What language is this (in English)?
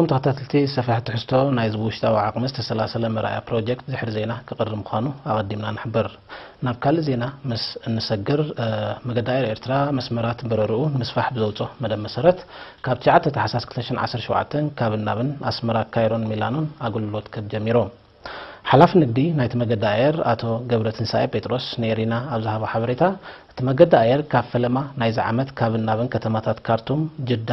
Tigrinya